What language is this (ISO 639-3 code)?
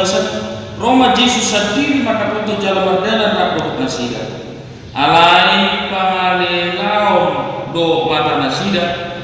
bbc